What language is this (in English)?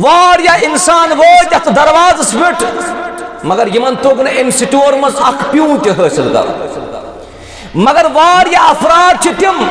Kashmiri